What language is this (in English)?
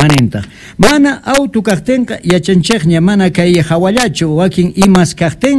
Quechua